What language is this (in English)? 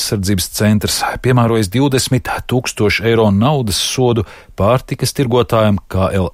Latvian